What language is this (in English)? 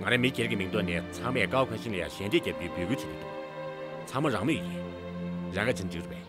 Tibetan